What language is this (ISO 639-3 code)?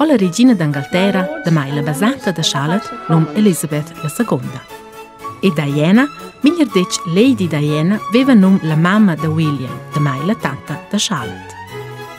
roh